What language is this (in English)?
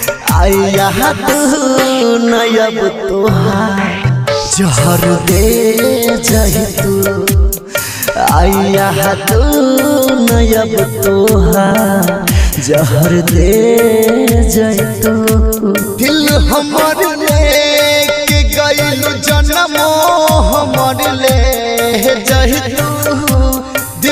Bhojpuri